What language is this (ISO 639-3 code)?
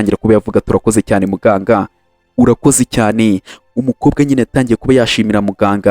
kin